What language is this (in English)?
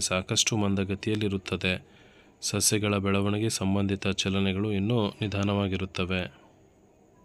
Kannada